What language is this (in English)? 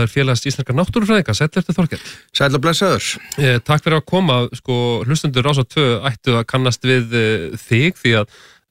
Icelandic